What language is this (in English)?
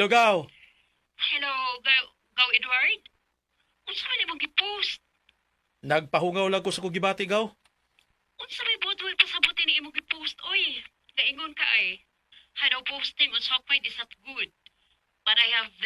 Cebuano